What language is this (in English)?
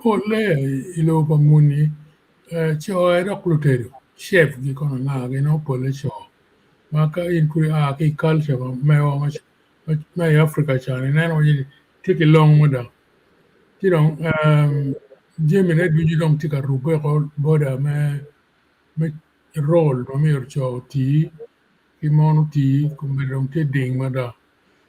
Acoli